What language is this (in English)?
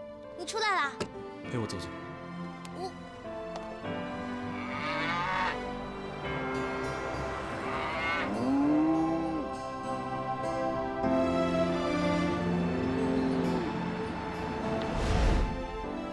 Chinese